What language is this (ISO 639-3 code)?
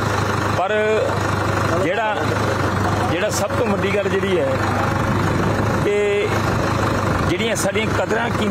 pan